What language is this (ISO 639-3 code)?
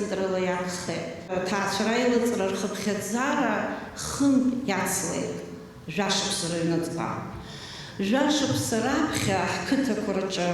abk